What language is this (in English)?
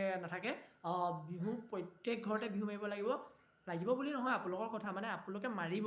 Assamese